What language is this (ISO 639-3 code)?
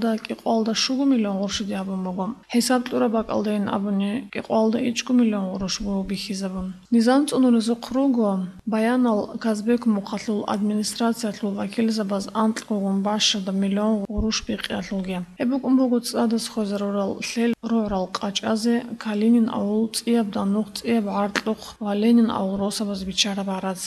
ava